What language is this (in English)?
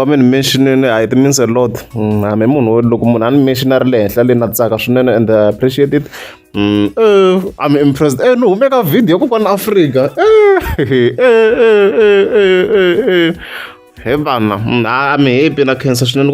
Tsonga